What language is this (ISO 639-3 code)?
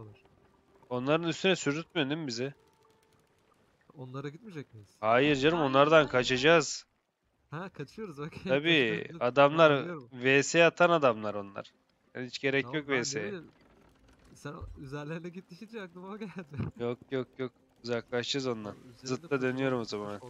tur